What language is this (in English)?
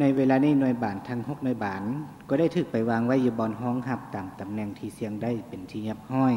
Lao